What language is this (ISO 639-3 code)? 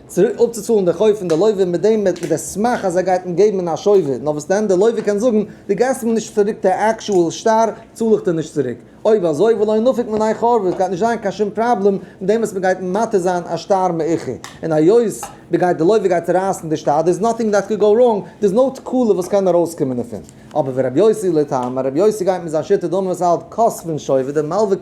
yid